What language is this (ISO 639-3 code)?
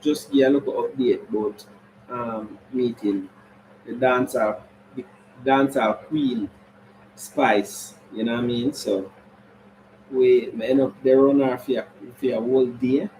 jam